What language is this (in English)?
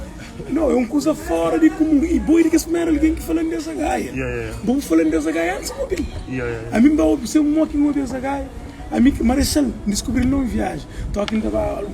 Kabuverdianu